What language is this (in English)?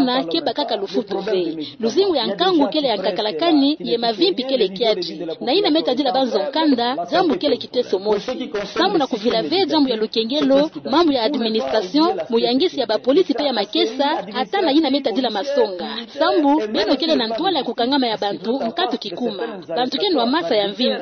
Kituba (Democratic Republic of Congo)